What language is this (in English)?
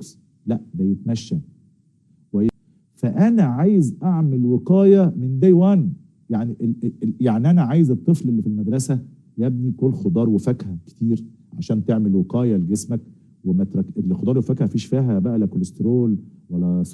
Egyptian Arabic